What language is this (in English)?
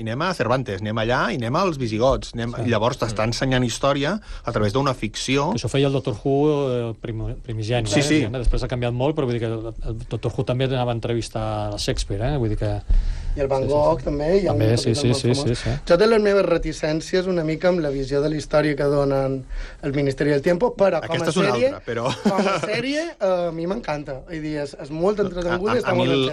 Catalan